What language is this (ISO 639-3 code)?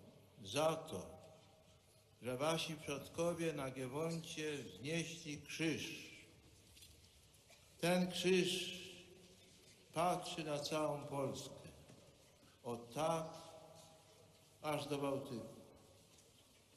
pol